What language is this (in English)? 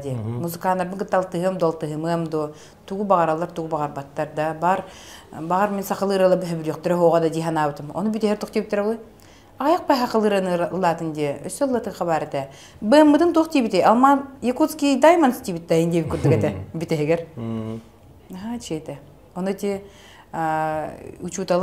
Yakut